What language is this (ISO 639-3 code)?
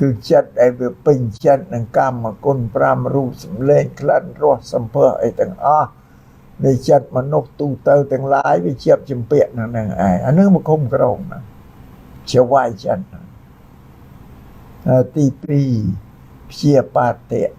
khm